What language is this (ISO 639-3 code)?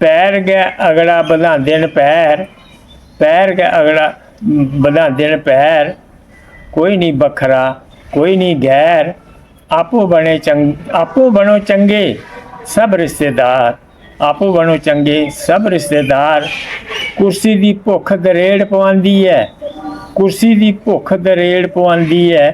doi